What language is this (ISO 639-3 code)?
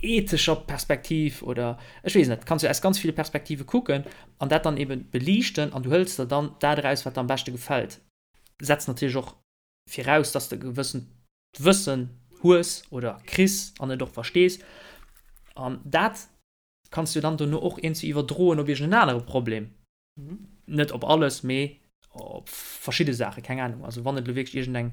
ltz